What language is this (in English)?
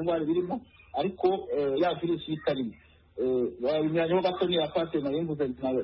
Kinyarwanda